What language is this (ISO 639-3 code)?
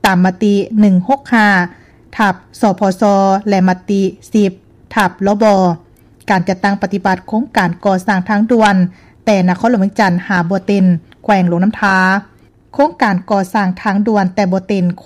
lao